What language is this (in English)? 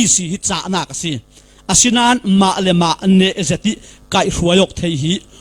Falam Chin